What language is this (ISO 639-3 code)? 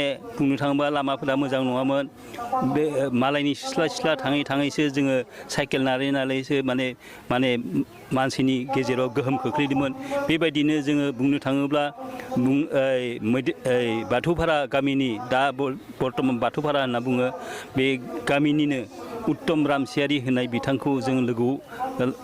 brx